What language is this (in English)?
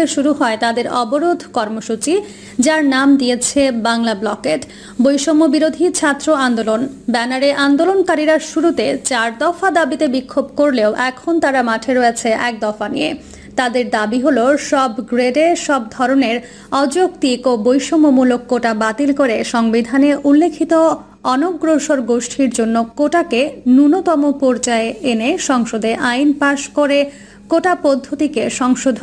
Bangla